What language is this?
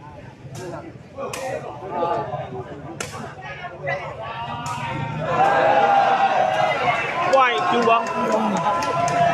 Burmese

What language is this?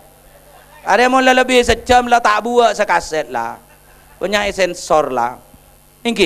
Madurese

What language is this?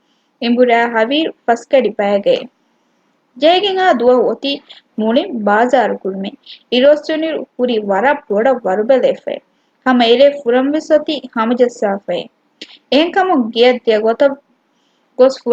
Divehi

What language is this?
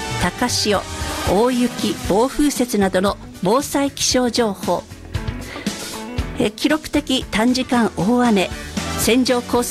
Japanese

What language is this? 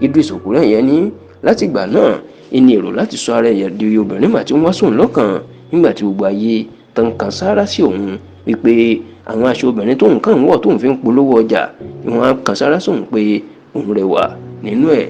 Yoruba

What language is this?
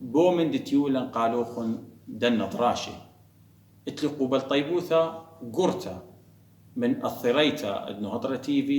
Assyrian Neo-Aramaic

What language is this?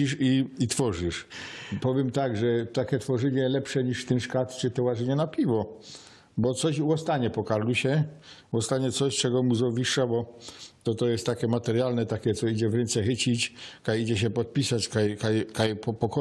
Silesian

